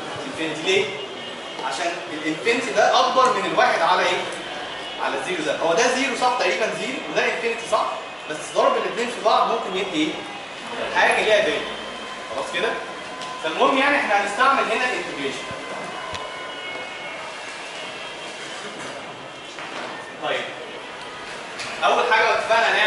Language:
Egyptian Arabic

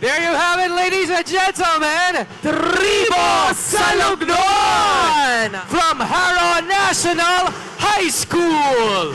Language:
Hiligaynon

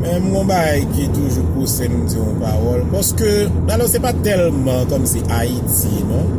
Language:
Haitian Creole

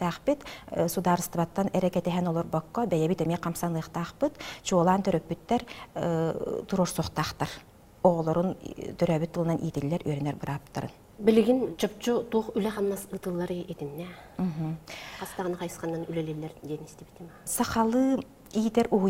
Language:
Yakut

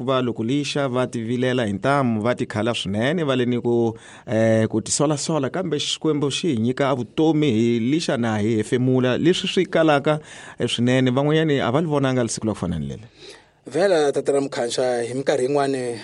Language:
Tsonga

